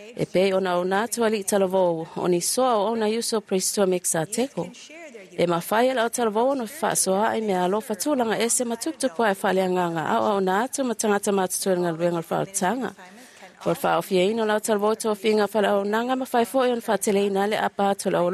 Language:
Samoan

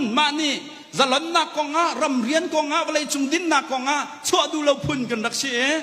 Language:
Hakha Chin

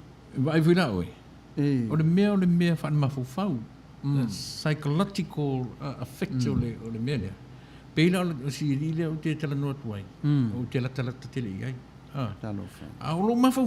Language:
Samoan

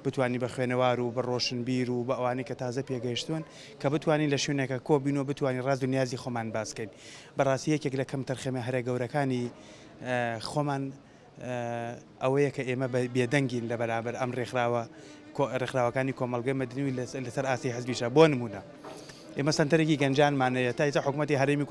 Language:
Central Kurdish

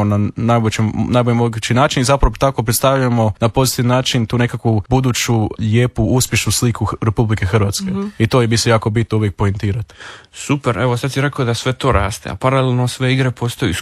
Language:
Croatian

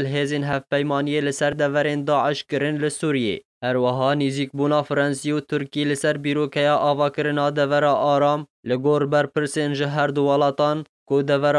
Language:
Kurdish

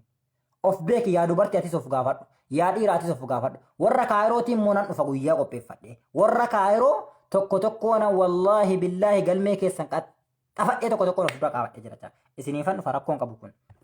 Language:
Oromo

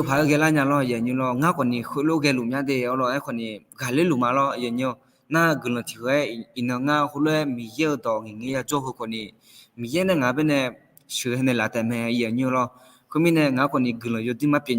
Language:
Akha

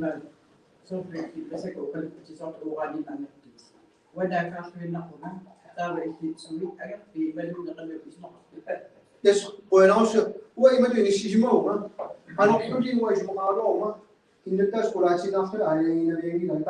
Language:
Kalaallisut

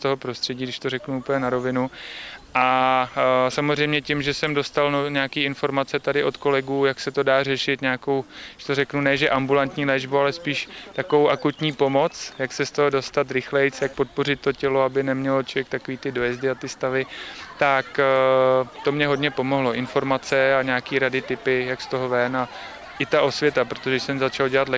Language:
Czech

